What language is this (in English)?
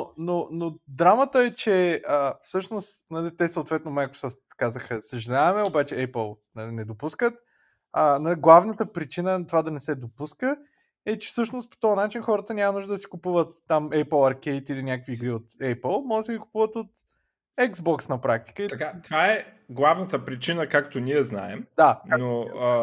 Bulgarian